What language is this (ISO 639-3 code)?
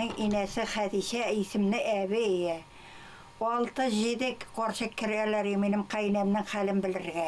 bak